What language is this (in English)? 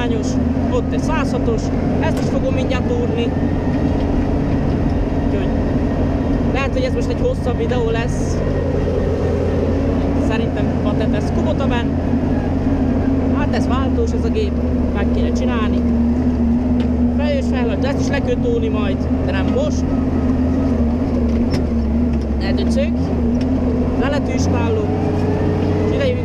Hungarian